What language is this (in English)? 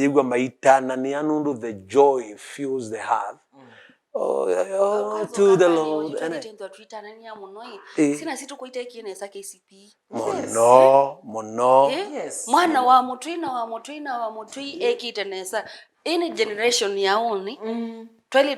Kamba